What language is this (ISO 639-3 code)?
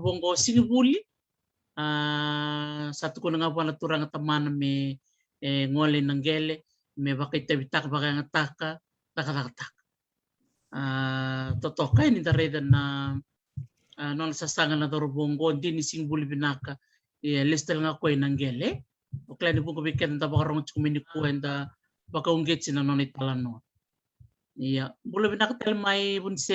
fij